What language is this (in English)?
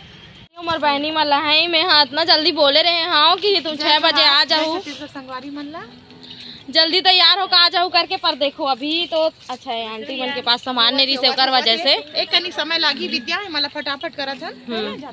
Chhattisgarhi